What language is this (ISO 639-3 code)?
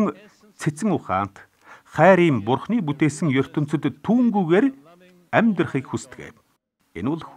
mon